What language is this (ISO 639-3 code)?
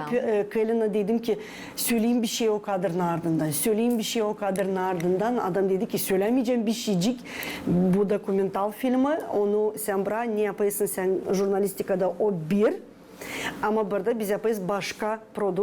gag